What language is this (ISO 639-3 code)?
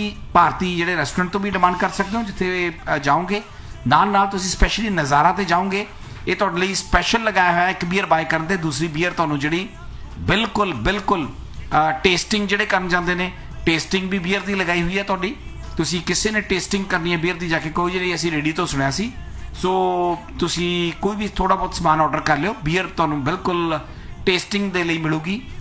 pan